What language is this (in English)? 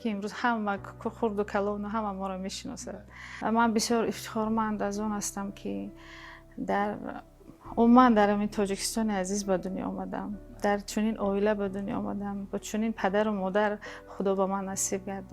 Tajik